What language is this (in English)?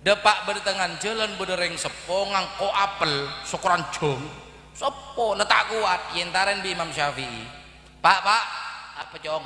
Madurese